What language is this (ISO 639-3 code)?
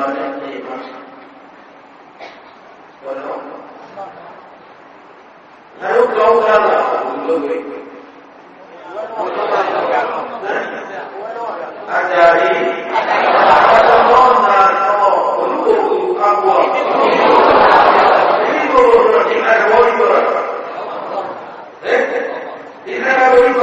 mya